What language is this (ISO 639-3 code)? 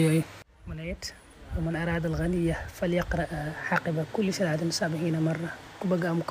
wol